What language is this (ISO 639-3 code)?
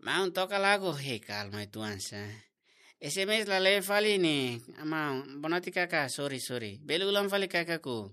tet